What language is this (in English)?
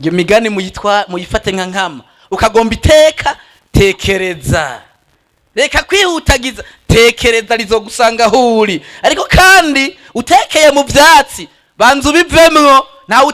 Rundi